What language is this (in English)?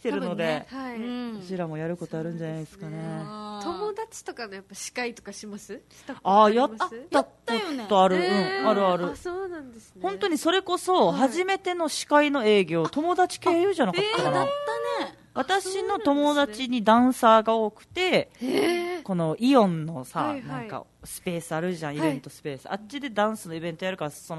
Japanese